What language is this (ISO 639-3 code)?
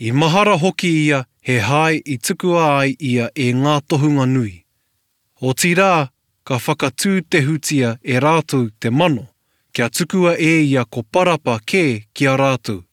mri